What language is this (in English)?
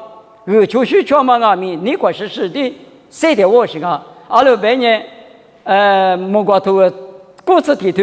Lisu